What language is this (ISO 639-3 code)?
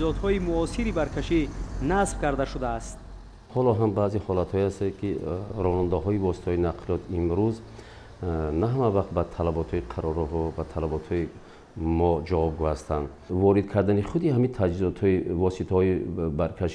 tgk